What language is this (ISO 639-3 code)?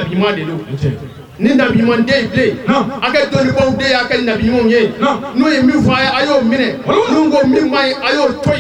bam